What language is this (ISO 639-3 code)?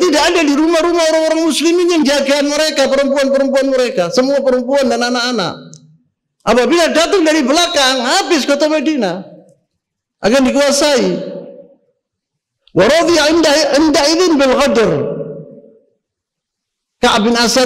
ind